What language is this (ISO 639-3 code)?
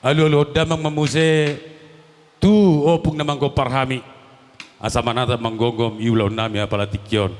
bbc